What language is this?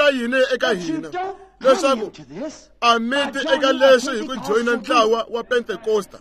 Tsonga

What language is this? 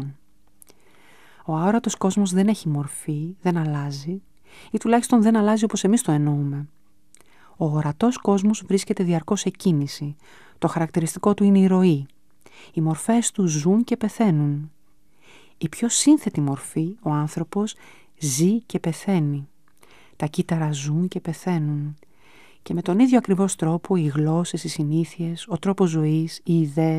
Greek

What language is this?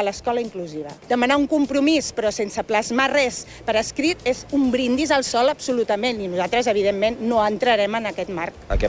Catalan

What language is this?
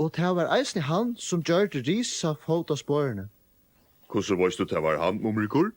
Faroese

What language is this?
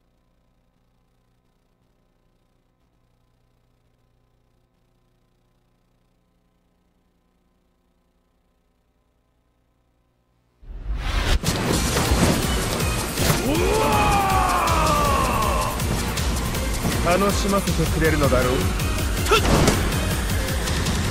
English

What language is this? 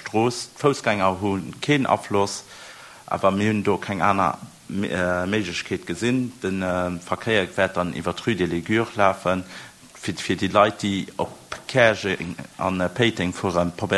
Luxembourgish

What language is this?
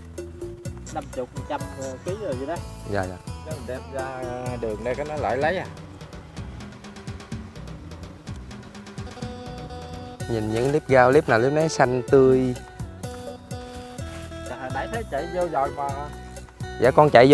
Vietnamese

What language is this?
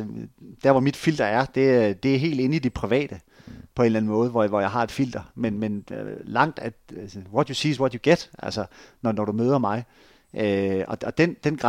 Danish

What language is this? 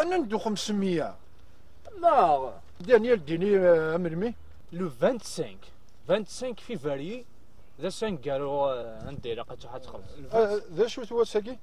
Kabyle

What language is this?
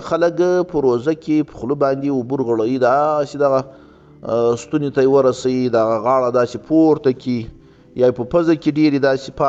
Pashto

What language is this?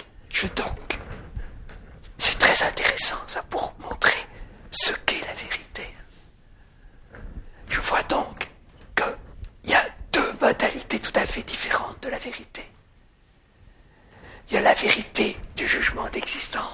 French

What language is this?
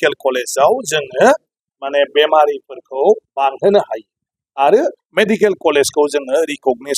Bodo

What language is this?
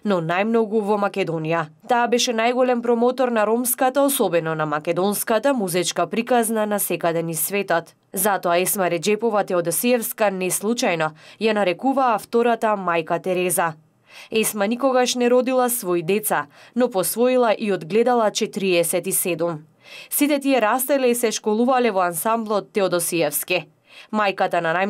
Macedonian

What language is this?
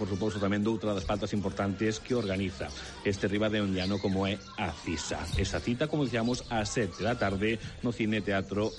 Galician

